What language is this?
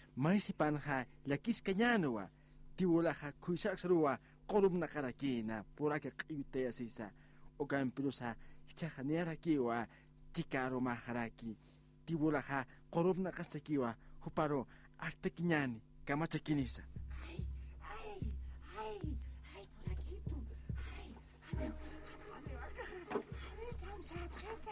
Aymara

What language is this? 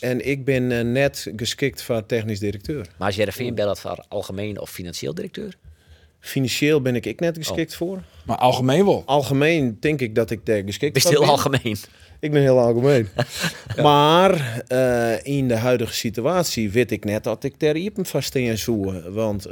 Western Frisian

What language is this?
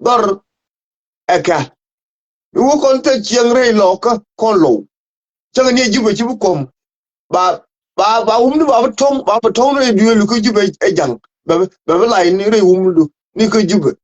Nuer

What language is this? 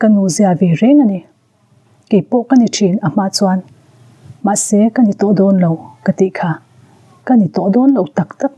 Mizo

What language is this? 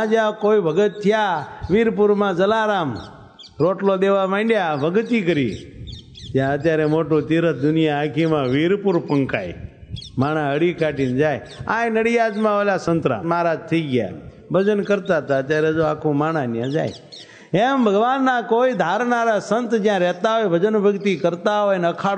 Gujarati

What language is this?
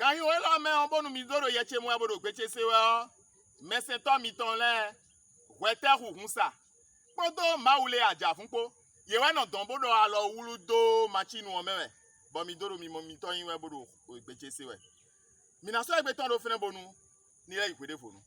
Fon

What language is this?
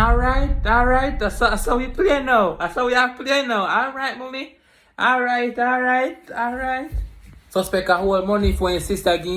Jamaican Creole English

